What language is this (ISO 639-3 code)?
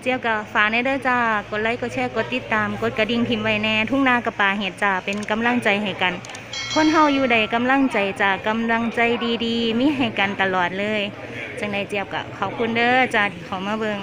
tts